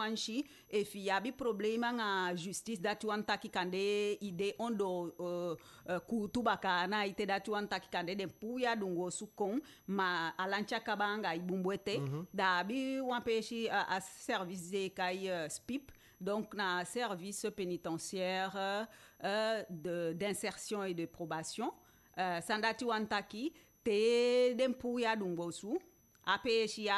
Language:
Eastern Maroon Creole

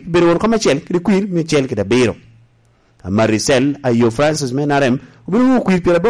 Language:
Lango (Uganda)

